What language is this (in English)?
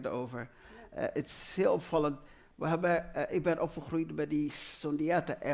Dutch